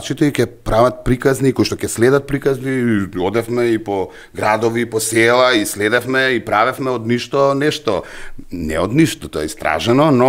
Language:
Macedonian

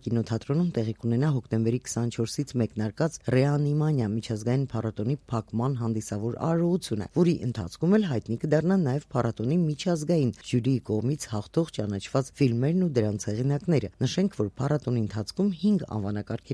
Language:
Armenian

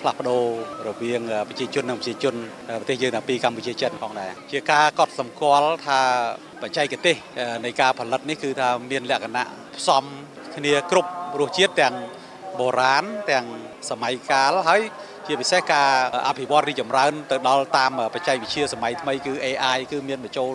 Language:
Khmer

